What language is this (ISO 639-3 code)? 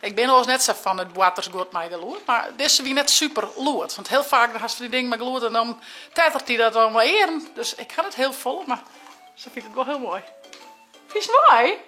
fry